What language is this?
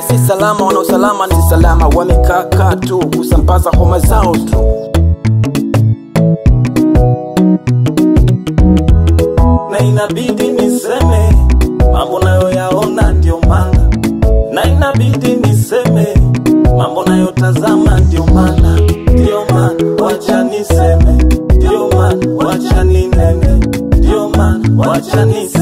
Swahili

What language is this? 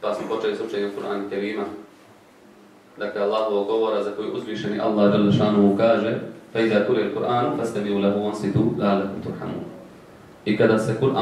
Bosnian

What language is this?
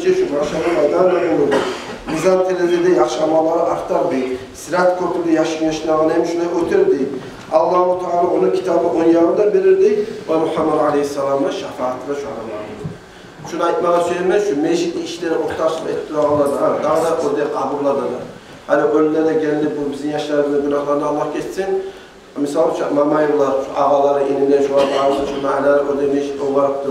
Kumyk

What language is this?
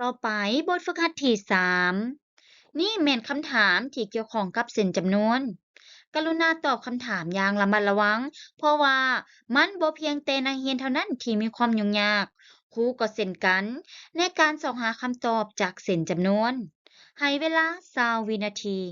Lao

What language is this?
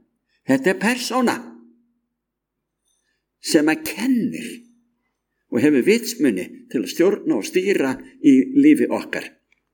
Icelandic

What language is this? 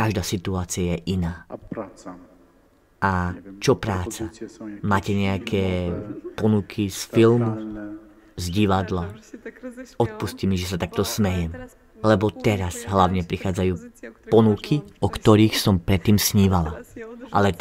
Slovak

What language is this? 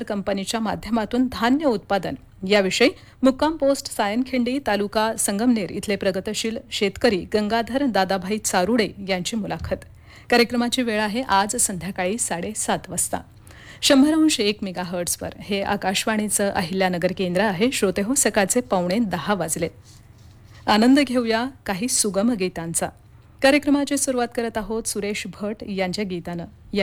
Marathi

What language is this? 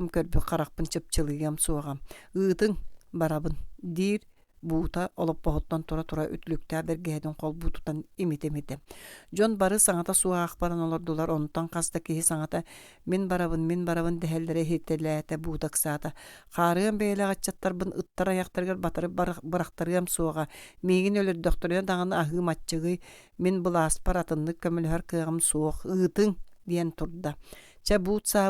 Yakut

